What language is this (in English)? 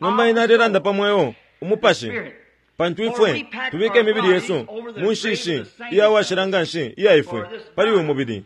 Bemba